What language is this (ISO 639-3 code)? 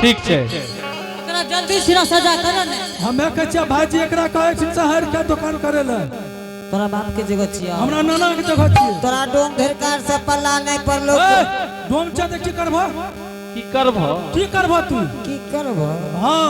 anp